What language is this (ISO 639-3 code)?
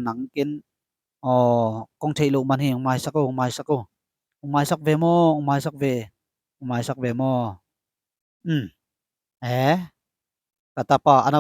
ctd